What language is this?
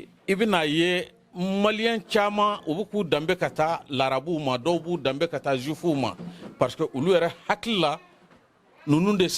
Bambara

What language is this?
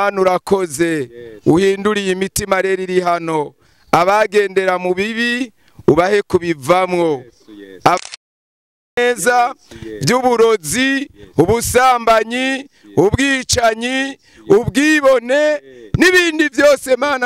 Rundi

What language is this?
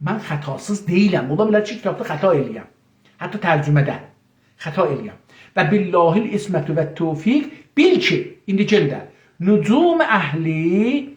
South Azerbaijani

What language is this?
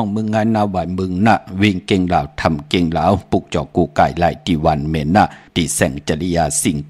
Shan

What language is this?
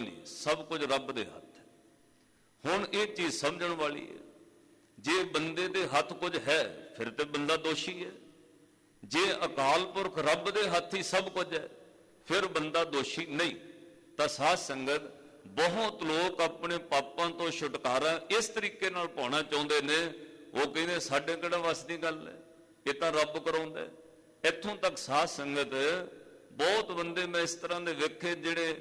Punjabi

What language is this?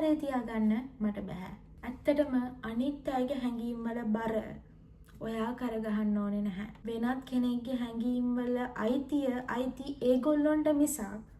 Sinhala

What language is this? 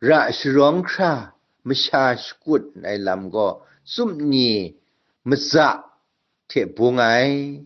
Kachin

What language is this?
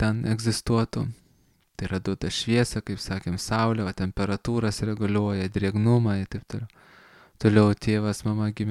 Lithuanian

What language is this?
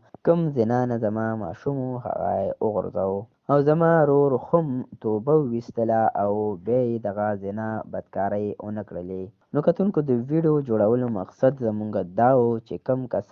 Pashto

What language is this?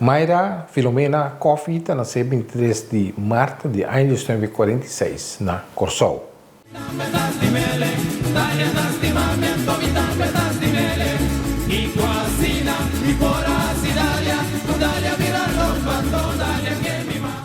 Papiamento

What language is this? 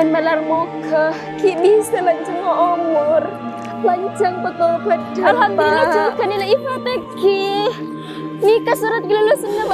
Madurese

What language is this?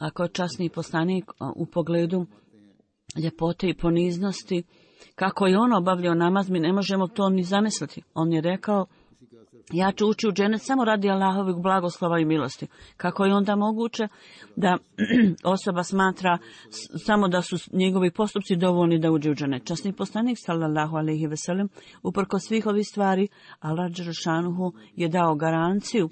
Bosnian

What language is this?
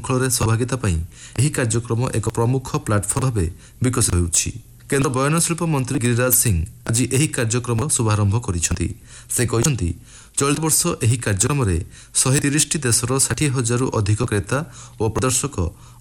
Odia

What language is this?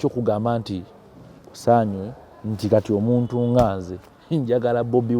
Ganda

